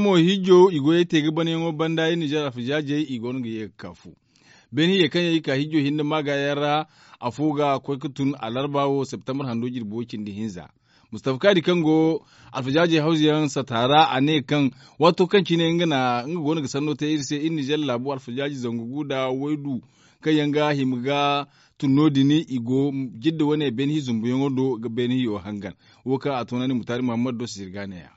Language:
Zarma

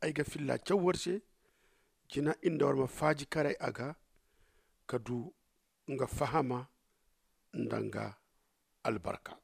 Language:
Zarma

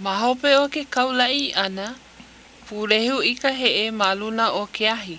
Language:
Hawaiian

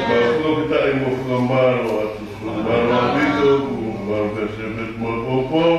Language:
Tongan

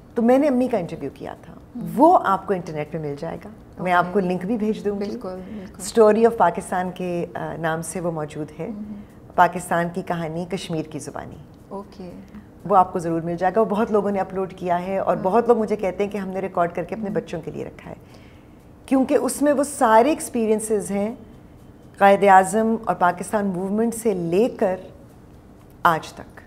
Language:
Urdu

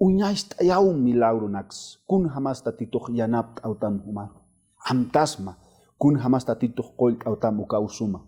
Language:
Aymara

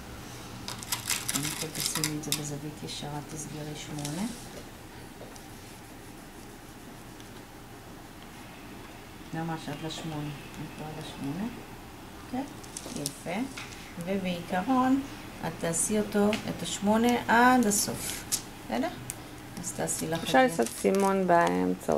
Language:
Hebrew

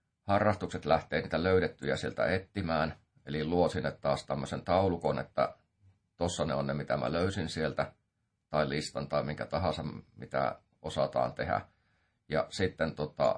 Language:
Finnish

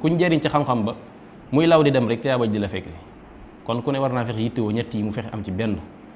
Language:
Wolof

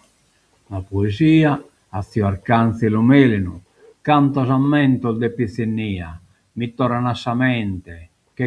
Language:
Sardinian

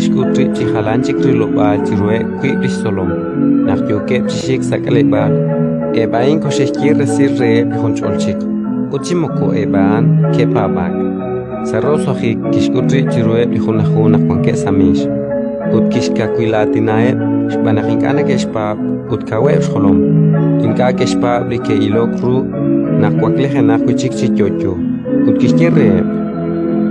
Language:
Kekchí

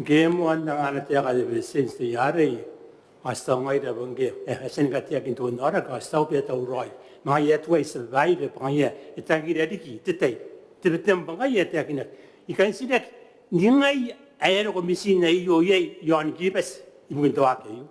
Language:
Gilbertese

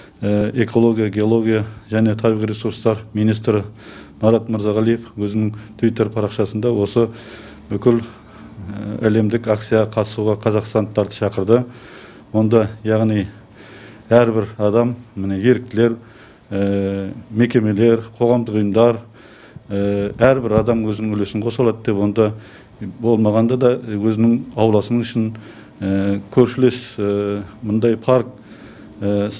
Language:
Kyrgyz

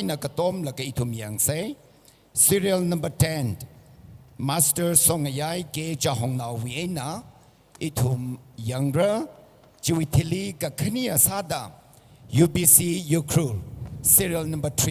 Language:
Tangkhul Naga (India)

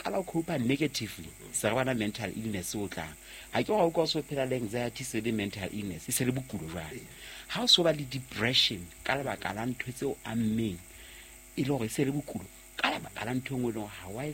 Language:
Southern Sotho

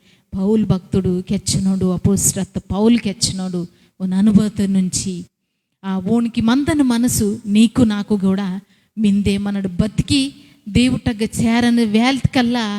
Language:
Koya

